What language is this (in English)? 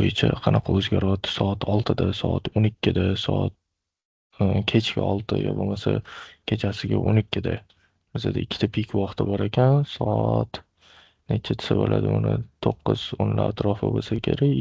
Uzbek